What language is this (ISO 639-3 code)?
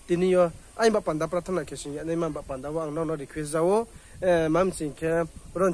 ria